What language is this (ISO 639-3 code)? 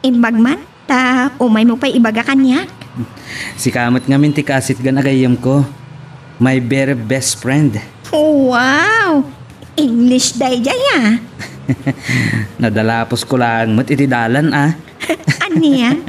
ilo